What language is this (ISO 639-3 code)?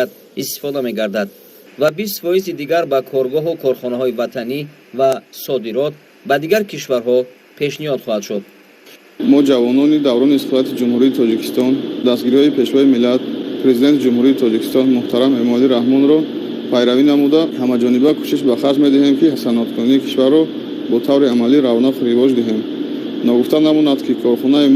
tgk